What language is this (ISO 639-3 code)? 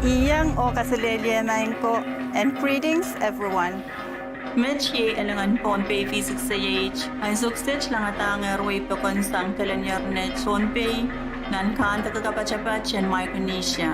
pon